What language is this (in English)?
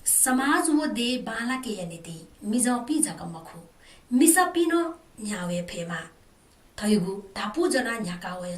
Newari